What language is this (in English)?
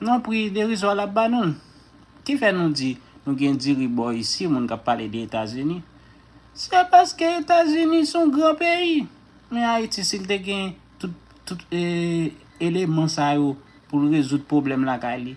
Haitian Creole